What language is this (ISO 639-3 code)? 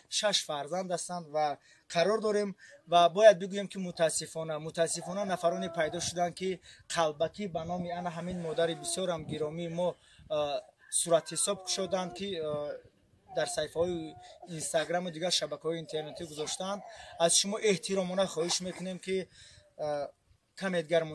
tgk